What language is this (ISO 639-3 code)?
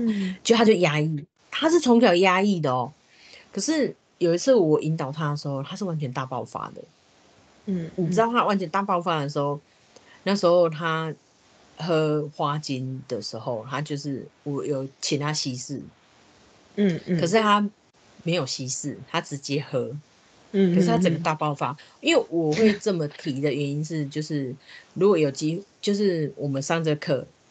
zho